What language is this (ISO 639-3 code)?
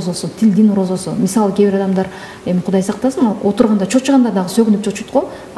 kir